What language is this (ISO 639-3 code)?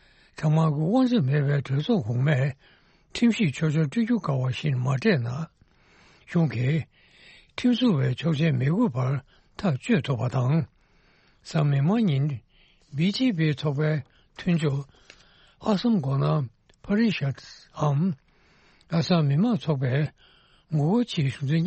bod